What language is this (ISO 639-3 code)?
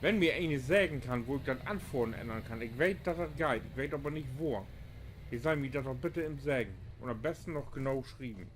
nds